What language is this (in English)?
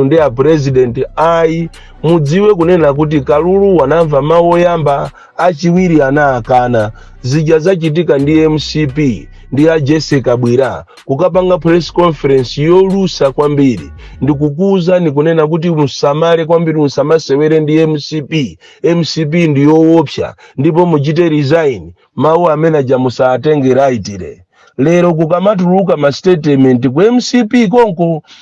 Nyanja